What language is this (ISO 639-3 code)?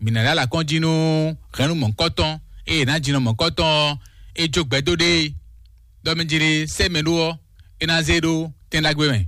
fon